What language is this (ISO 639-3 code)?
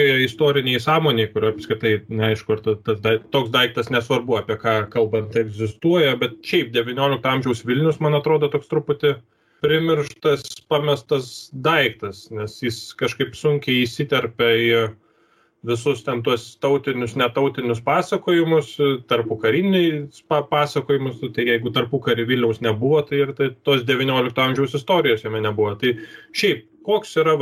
lit